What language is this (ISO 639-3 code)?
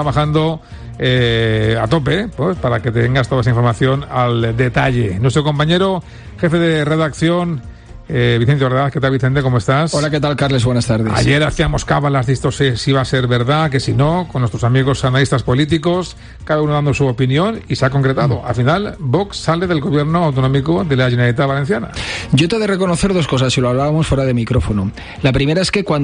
spa